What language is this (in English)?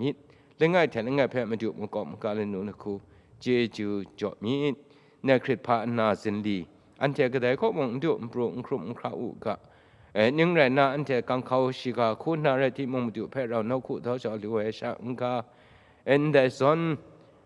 Kachin